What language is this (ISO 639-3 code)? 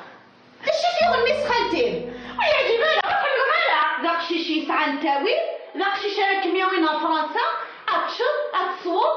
kab